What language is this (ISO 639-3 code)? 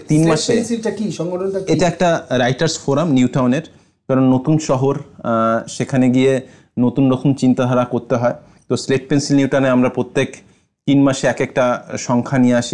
ben